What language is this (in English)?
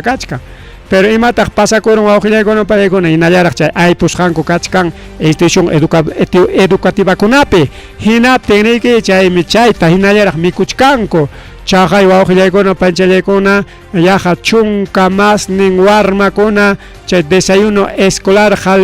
Ayacucho Quechua